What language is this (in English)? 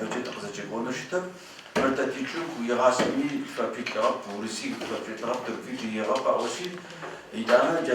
Adyghe